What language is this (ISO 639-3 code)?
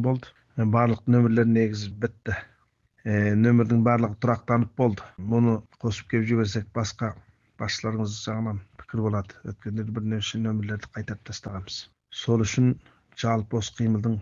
kaz